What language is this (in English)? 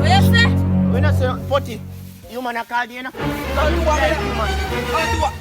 Jamaican Creole English